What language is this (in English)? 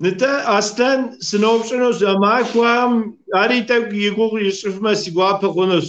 Kabardian